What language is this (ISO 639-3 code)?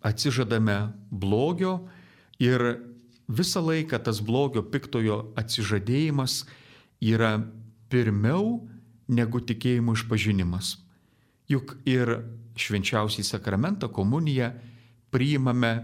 lit